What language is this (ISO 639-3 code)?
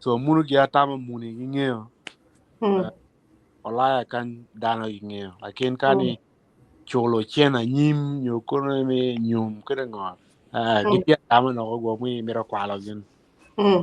ach